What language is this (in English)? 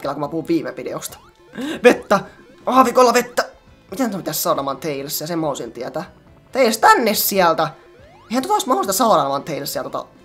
Finnish